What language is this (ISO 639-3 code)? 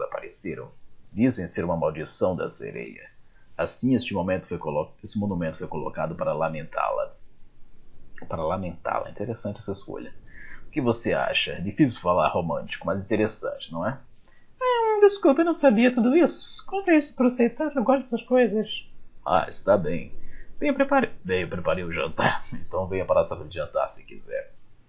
por